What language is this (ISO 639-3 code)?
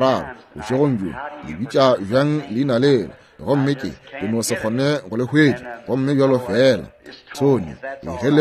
nso